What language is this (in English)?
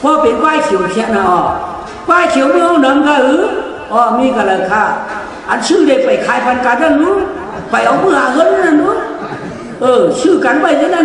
Shan